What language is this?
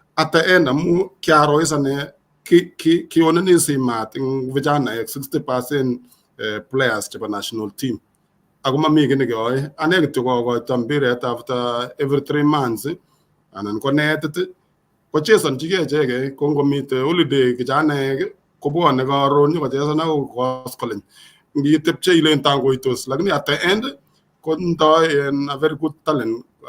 Kalenjin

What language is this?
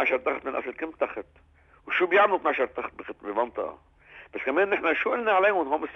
North Levantine Arabic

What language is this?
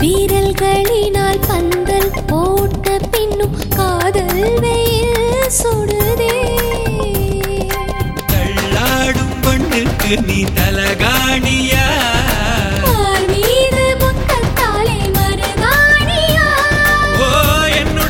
Tamil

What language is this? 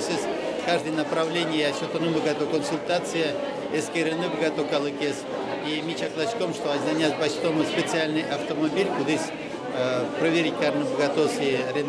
Udmurt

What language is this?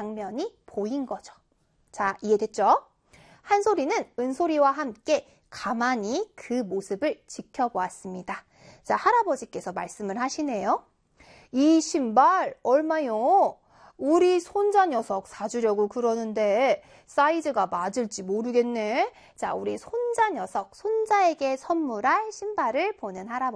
Korean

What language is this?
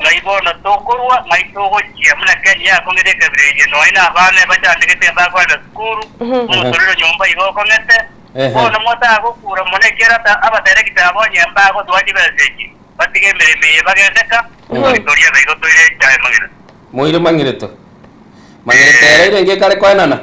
Gusii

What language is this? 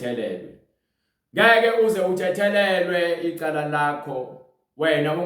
Zulu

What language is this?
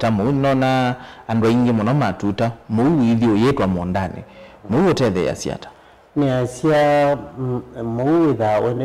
Kamba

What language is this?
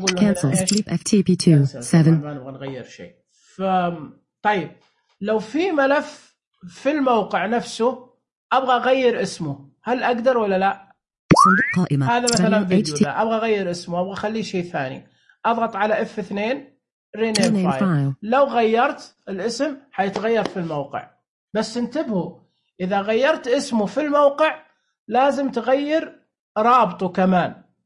Najdi Arabic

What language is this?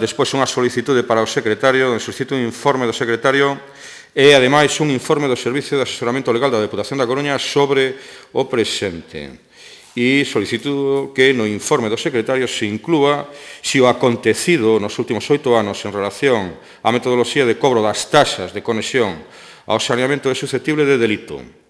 Galician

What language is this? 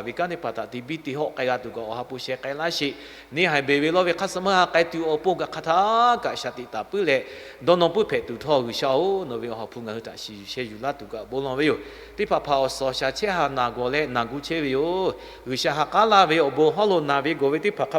Lahu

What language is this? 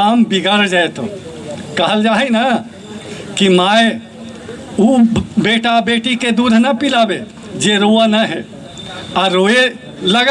Magahi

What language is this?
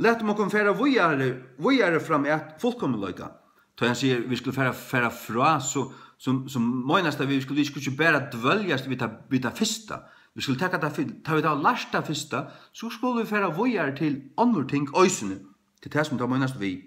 Faroese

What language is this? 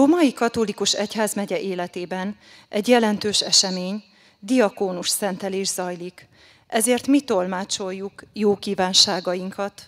Hungarian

